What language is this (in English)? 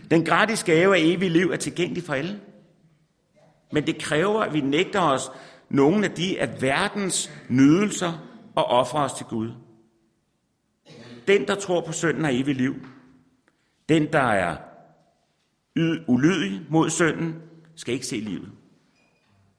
Danish